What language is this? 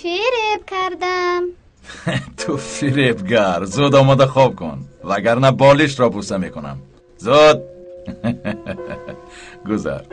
Tajik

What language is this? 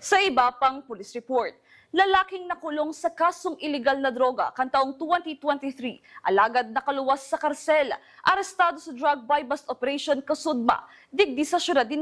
Bikol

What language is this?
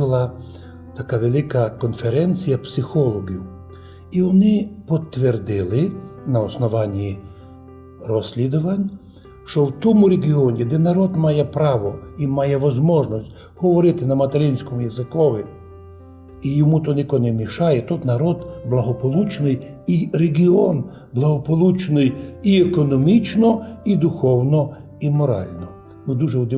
Rusyn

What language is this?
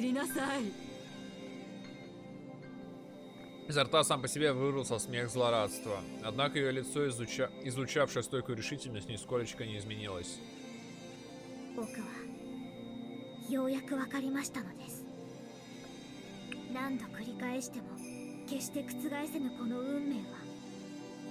Russian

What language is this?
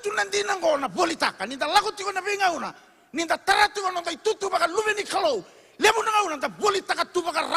Fijian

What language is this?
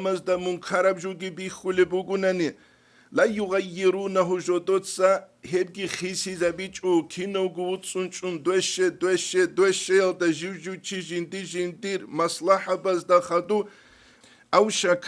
Avaric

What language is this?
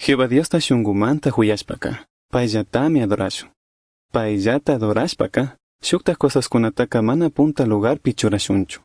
Chimborazo Highland Quichua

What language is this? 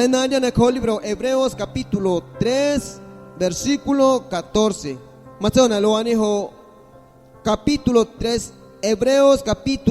Guerrero Amuzgo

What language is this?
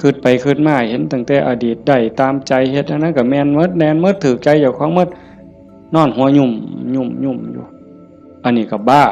Northeastern Thai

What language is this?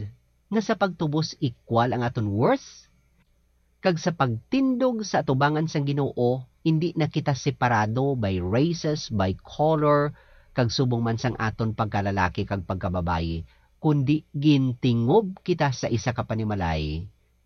Hiligaynon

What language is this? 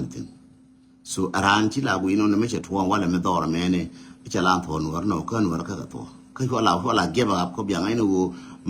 Nuer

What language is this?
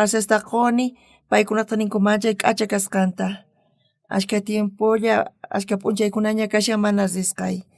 South Bolivian Quechua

